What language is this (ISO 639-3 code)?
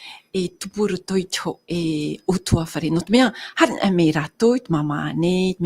tah